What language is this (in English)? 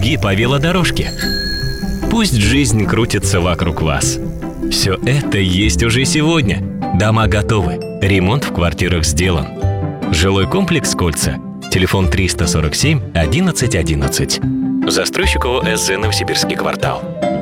Russian